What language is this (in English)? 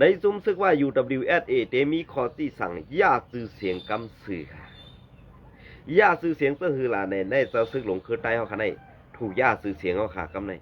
Shan